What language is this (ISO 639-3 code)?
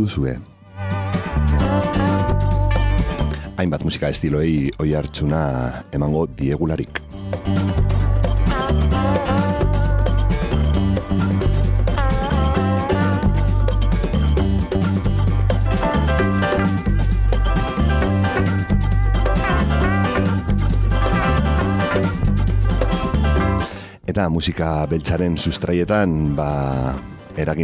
eus